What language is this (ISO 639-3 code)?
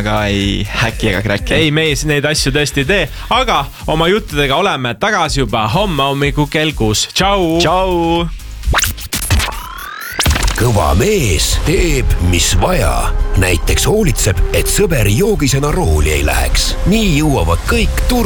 est